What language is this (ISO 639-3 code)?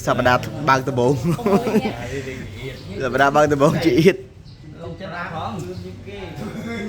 khm